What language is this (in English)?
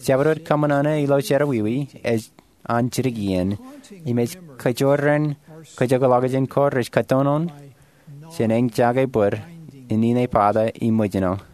Marshallese